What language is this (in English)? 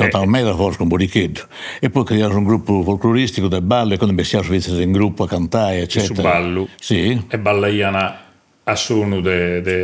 Sardinian